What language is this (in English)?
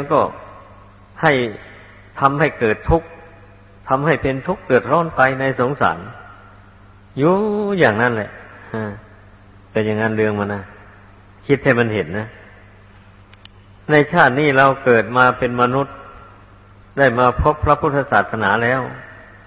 Thai